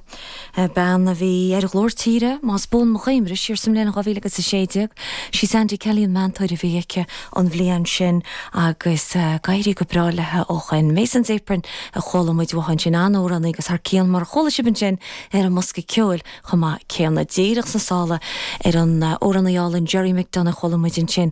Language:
Irish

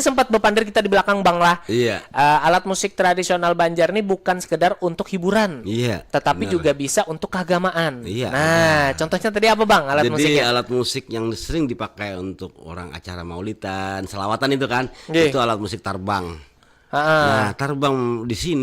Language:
Banjar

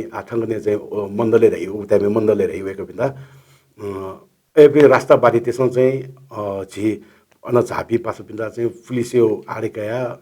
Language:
Newari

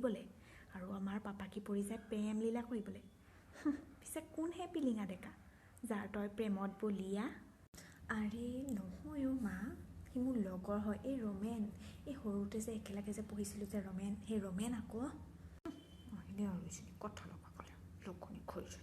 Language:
Assamese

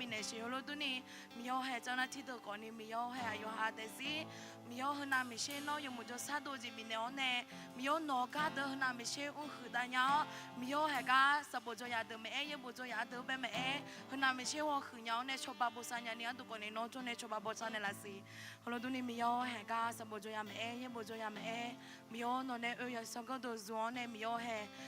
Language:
Akha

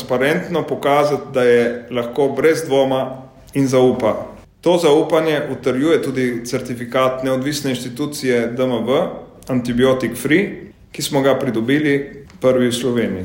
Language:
Slovenian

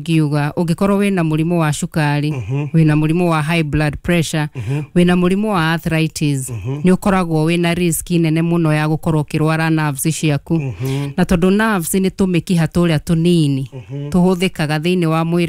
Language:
Kikuyu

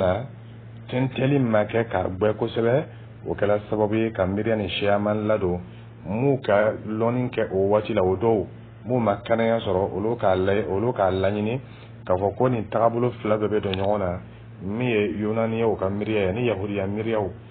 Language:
Dyula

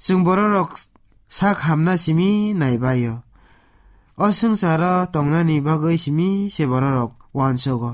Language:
Kok Borok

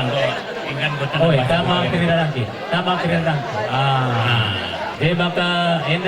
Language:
Batak Karo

